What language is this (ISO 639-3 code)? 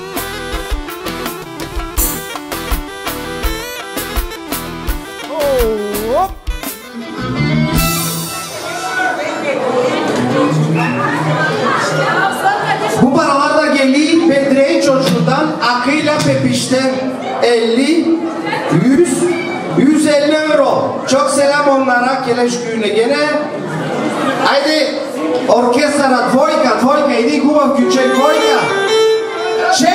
tur